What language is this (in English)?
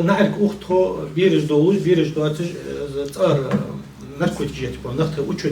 Ingush